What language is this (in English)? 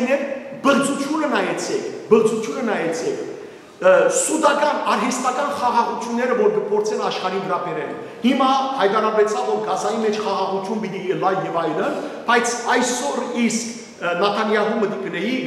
Western Armenian